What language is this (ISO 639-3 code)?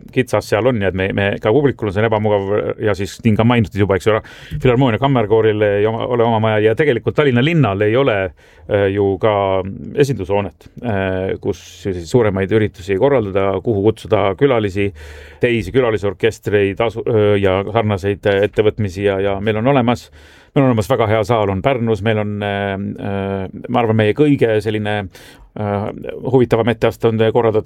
est